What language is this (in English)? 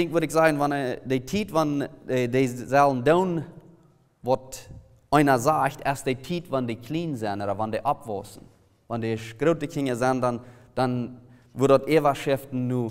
Plautdietsch